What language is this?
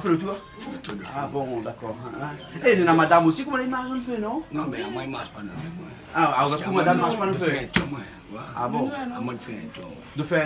Réunion Creole French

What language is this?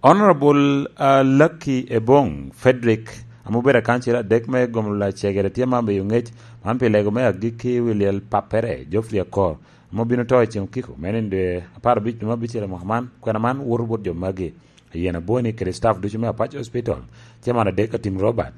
Lango (Uganda)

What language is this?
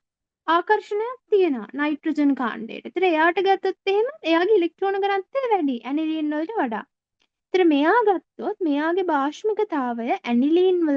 Sinhala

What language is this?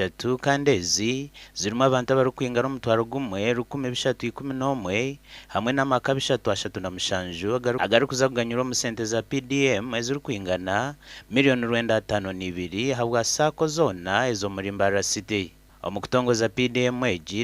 Nyankole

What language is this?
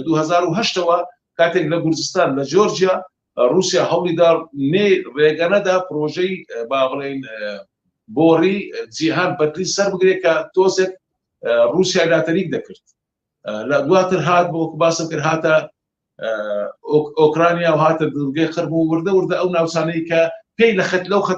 Central Kurdish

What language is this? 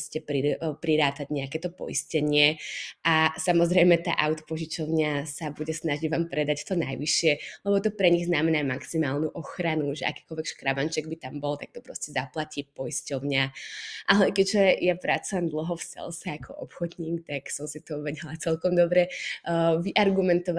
Slovak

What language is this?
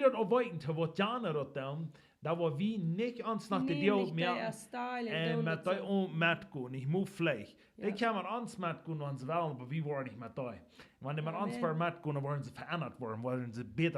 Plautdietsch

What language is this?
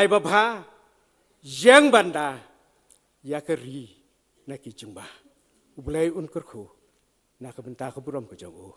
Khasi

